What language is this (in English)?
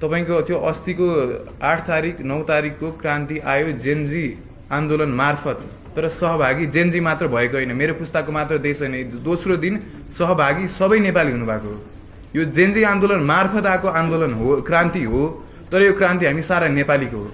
Nepali